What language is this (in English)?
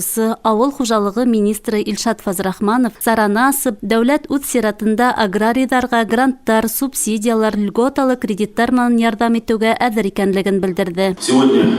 Bashkir